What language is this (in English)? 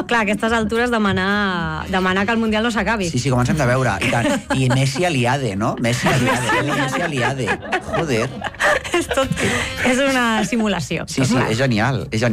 Catalan